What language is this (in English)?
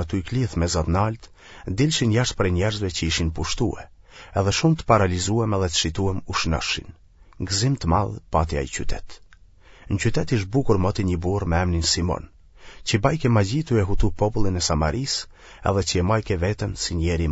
Albanian